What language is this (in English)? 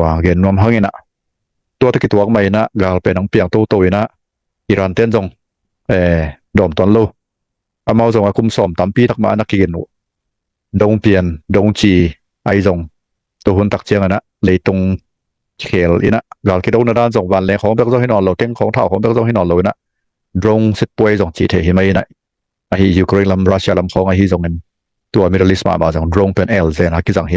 Tedim Chin